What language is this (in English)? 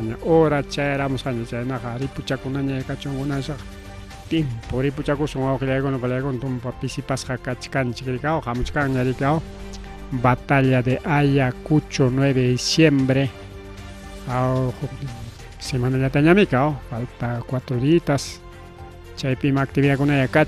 Ayacucho Quechua